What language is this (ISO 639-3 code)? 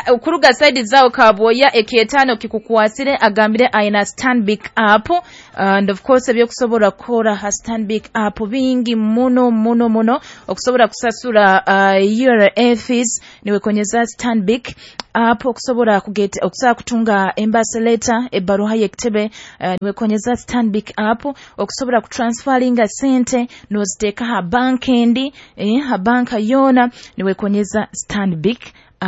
nyo